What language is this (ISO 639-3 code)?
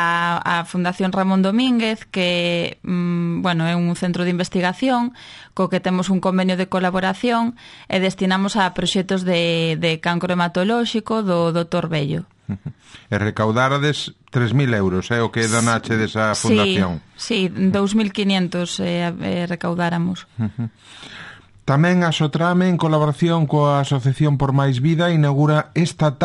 glg